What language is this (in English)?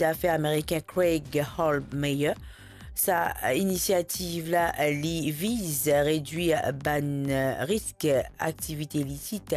Morisyen